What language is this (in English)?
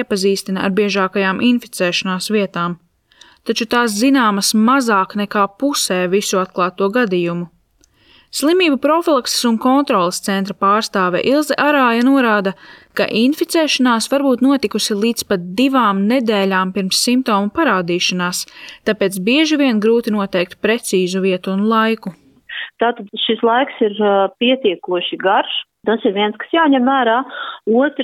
Latvian